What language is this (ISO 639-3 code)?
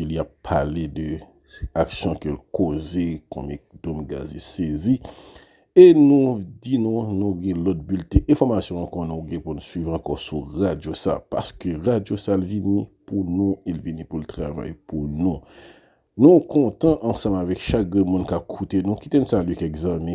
hat